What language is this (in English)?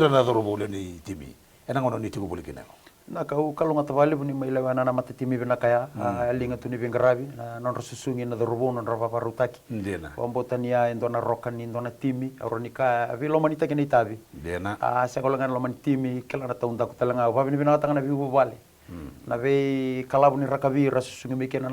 Fijian